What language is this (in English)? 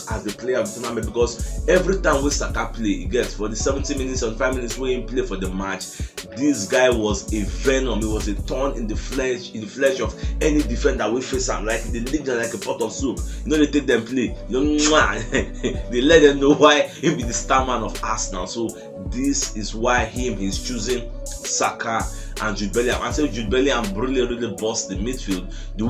Nigerian Pidgin